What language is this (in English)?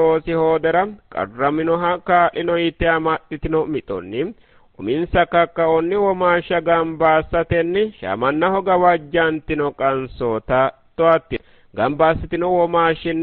Sidamo